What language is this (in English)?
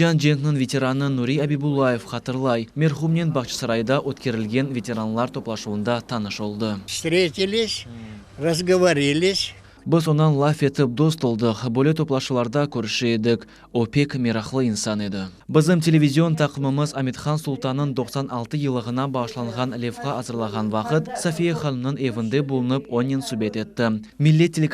Crimean Tatar